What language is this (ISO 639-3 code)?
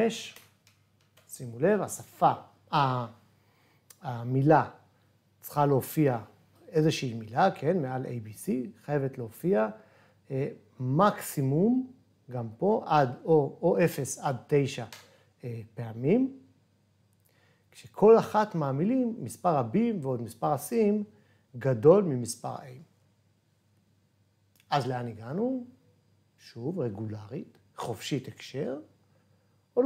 heb